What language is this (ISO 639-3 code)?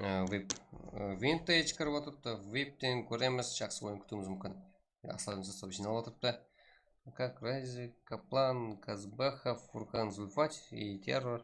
kaa